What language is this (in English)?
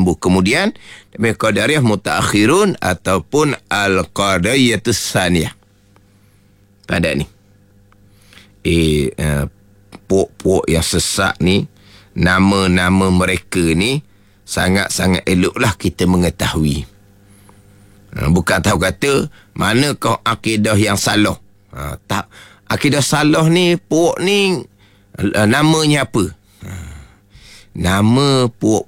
Malay